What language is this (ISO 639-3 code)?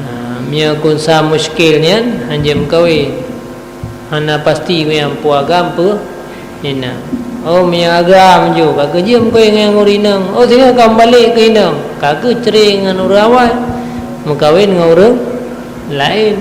ace